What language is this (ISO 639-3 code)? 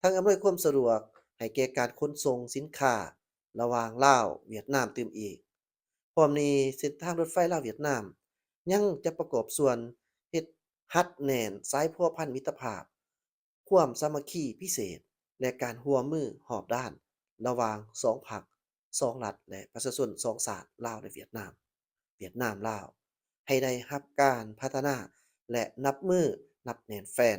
lao